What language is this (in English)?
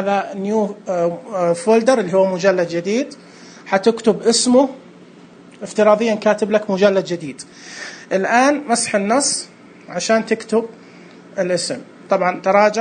Najdi Arabic